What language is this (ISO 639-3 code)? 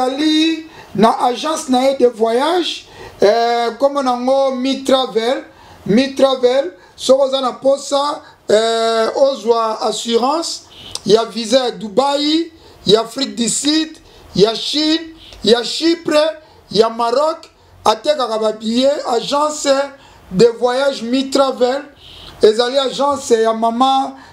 lin